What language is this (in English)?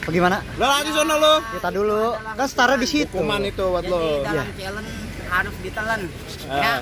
Betawi